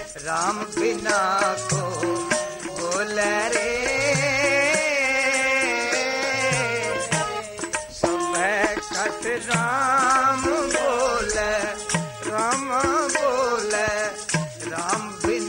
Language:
Hindi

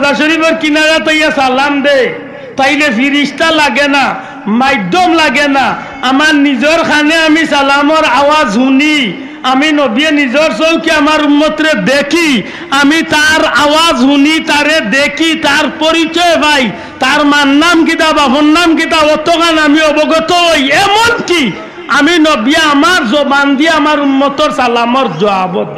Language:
Sylheti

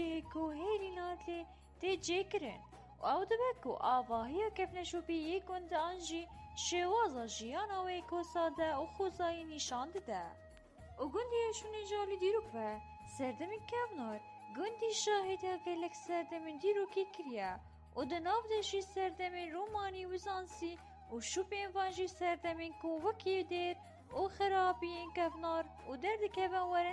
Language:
Kurdish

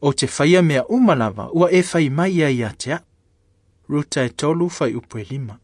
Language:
Samoan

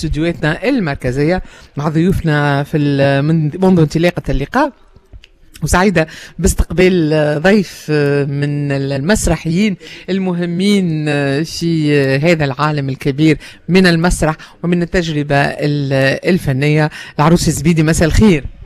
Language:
Tunisian Arabic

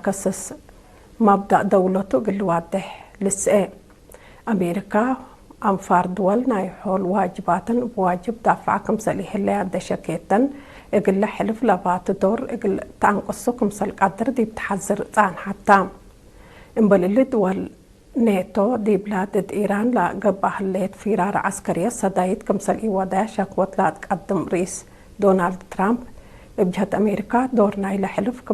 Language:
Tigre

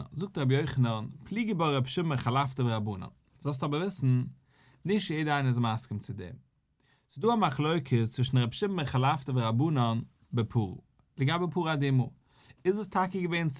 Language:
Yiddish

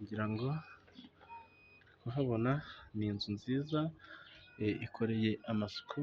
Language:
Kinyarwanda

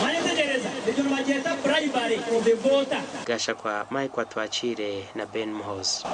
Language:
Nyankole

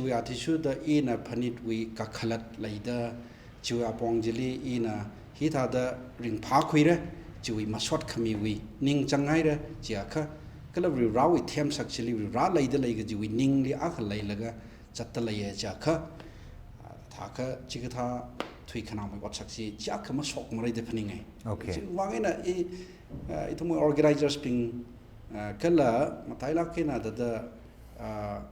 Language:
Tangkhul Naga (India)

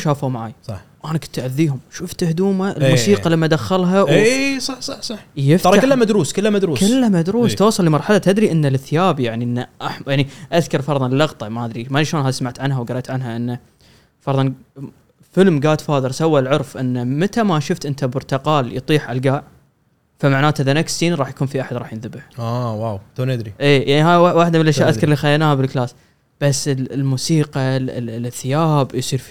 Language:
Gulf Arabic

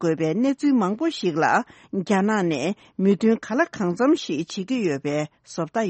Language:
Tibetan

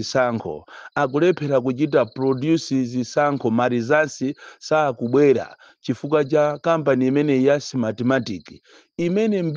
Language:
Nyanja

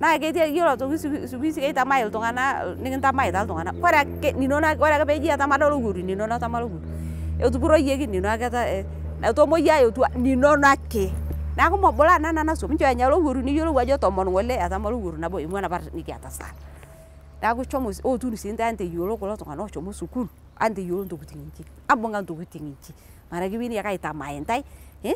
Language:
Masai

